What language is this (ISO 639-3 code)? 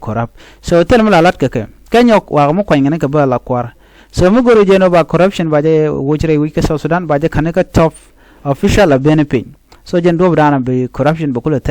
nus